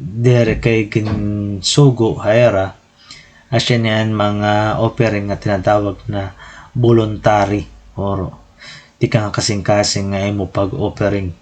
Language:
Waray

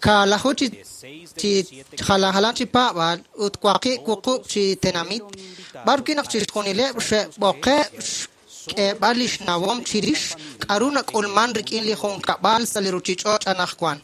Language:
Kekchí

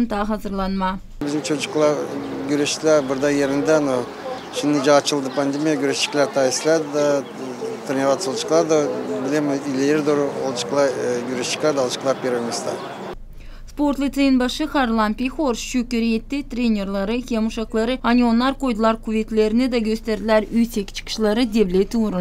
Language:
Gagauz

